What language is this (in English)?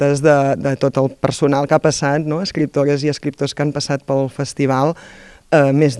Catalan